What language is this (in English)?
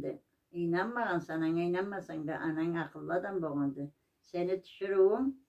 Karachay-Balkar